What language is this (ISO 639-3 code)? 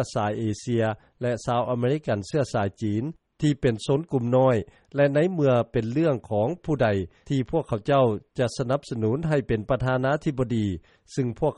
lao